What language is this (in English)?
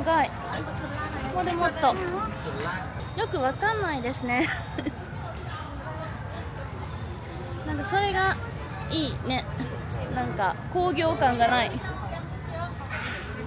Japanese